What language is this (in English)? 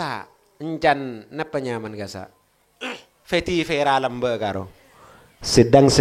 Madurese